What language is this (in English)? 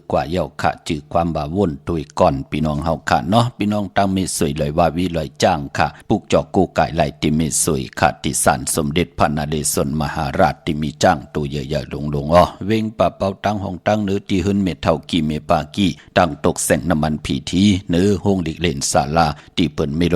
Shan